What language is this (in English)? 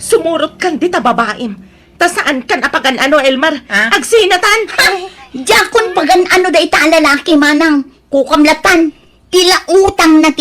Iloko